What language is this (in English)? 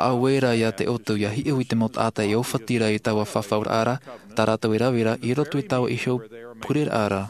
Tahitian